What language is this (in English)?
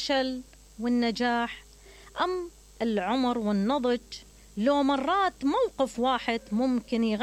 Mesopotamian Arabic